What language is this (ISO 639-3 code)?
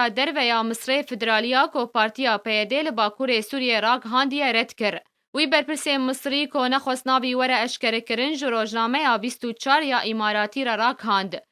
kur